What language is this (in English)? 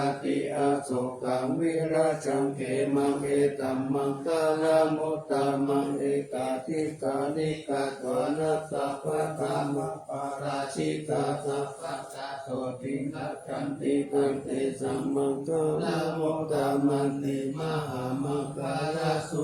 Pali